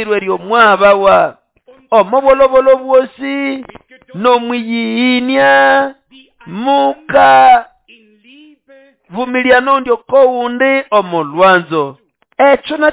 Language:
Nande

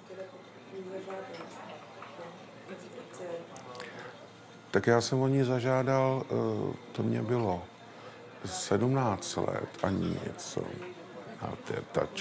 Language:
Czech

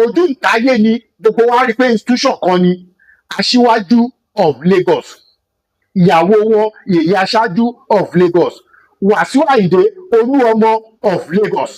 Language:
Yoruba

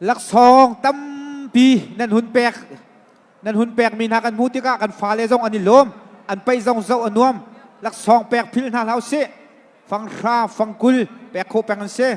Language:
Hakha Chin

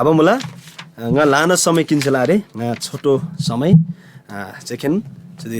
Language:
Eastern Tamang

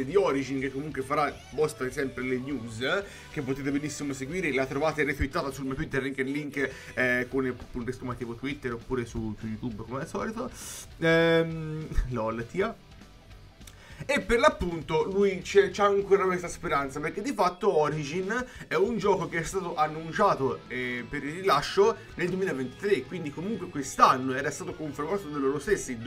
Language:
Italian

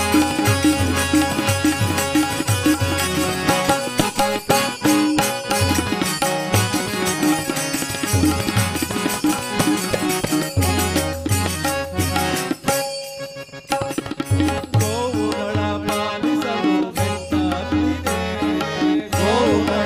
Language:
Kannada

